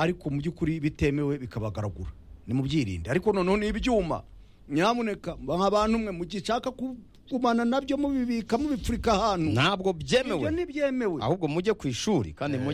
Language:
Kinyarwanda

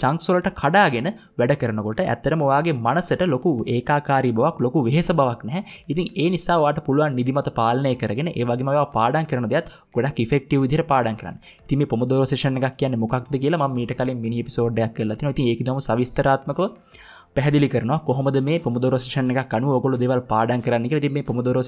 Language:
Sinhala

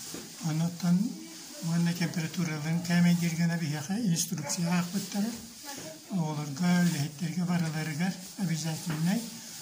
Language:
Yakut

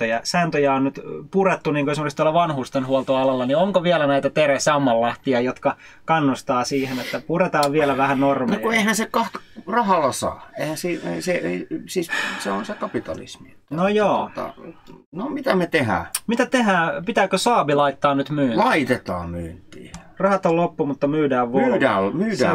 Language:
Finnish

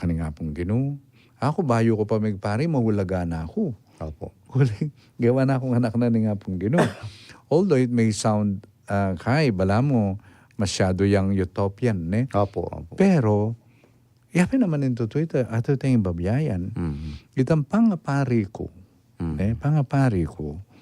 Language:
Pampanga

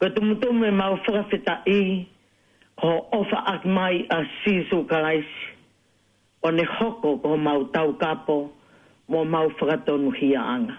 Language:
Tongan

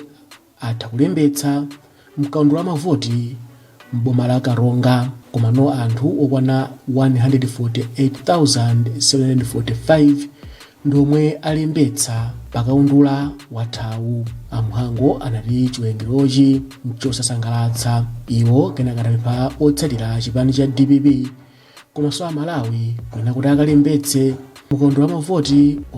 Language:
Nyanja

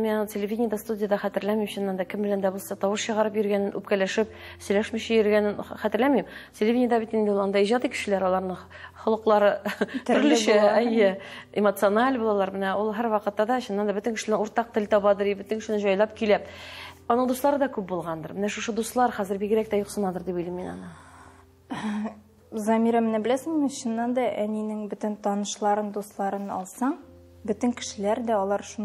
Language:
Tatar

